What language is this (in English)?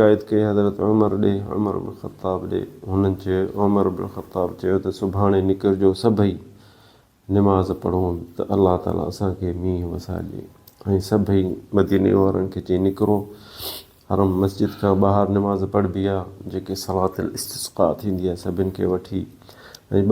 Sindhi